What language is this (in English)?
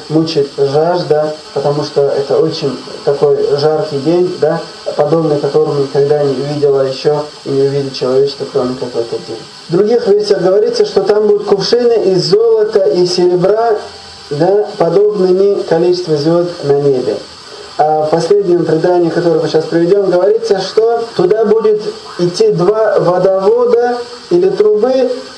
Russian